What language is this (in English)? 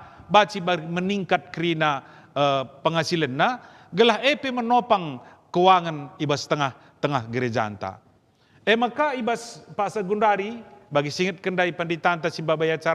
Batak Karo